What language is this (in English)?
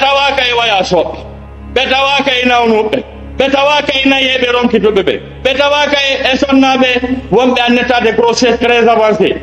Fula